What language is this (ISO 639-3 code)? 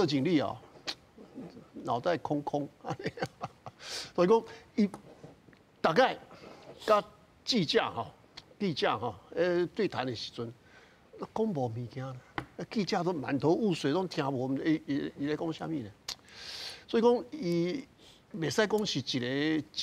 nan